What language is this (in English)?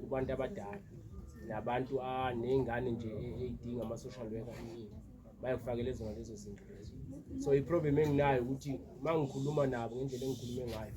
Zulu